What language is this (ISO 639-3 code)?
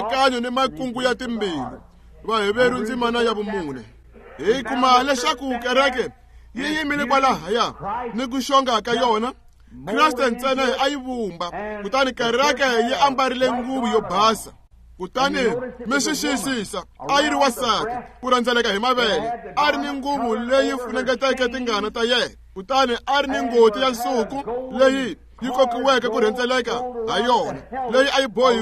tso